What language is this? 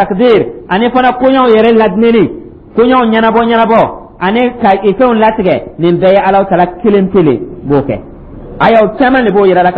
Dyula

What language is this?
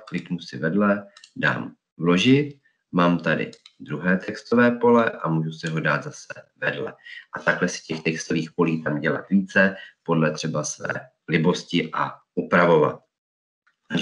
Czech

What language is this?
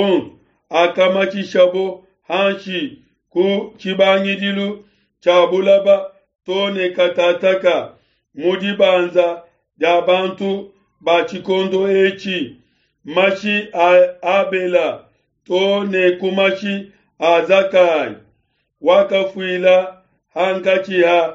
Luba-Lulua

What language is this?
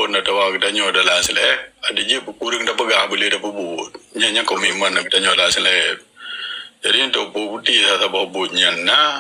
Achinese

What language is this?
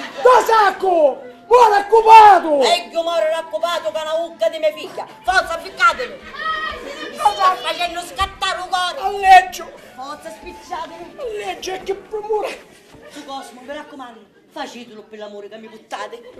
Sicilian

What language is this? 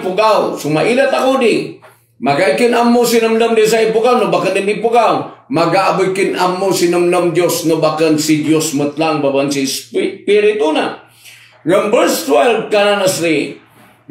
Kankanaey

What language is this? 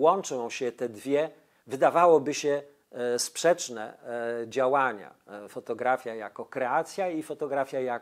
Polish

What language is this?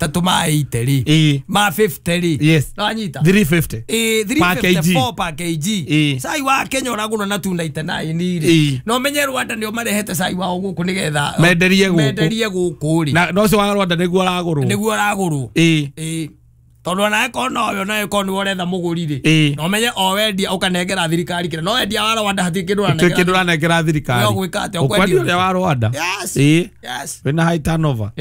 Kikuyu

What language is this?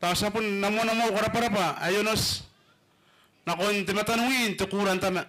Gilbertese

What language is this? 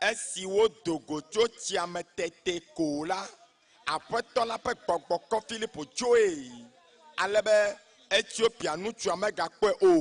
Ewe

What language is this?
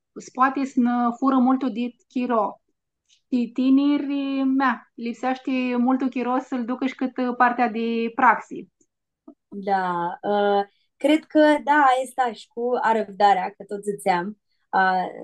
Aromanian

